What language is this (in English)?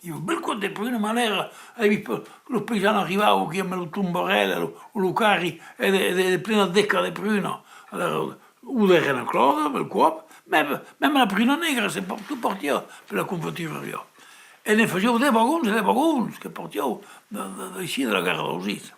Occitan